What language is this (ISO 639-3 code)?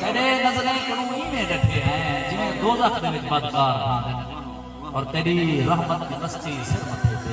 skr